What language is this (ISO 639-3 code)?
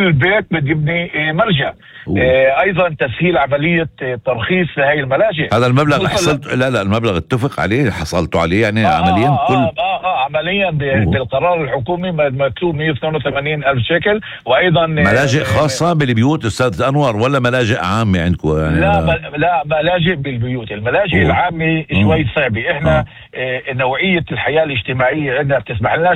apc